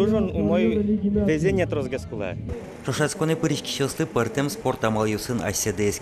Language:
Udmurt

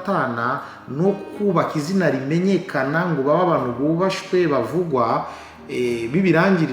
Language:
Kinyarwanda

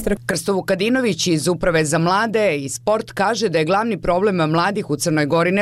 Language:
Serbian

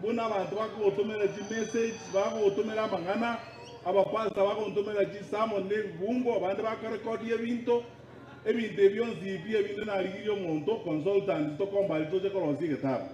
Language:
Gusii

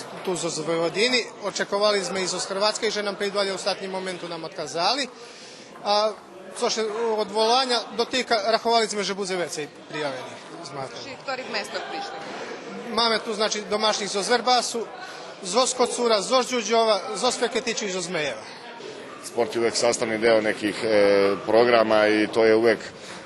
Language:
Rusyn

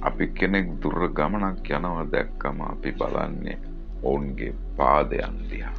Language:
Sinhala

